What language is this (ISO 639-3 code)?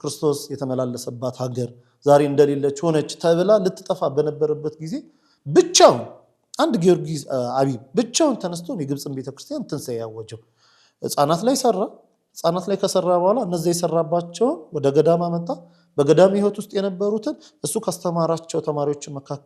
amh